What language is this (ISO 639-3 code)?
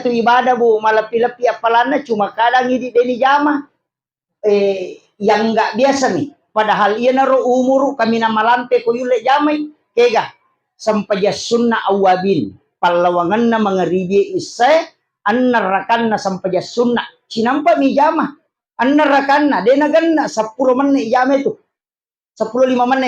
bug